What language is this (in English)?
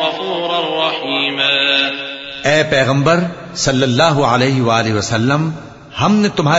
Urdu